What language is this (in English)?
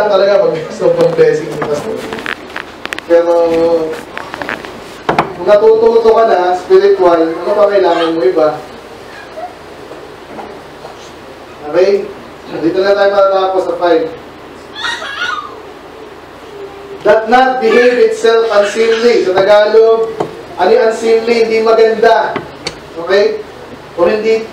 Filipino